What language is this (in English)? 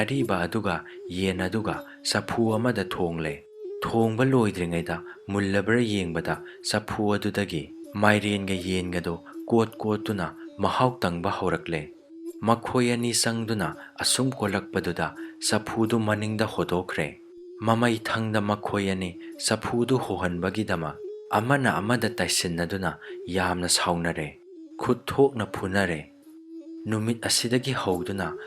Manipuri